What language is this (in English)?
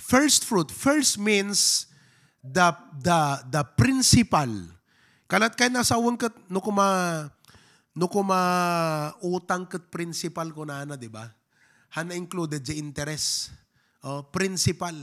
Iloko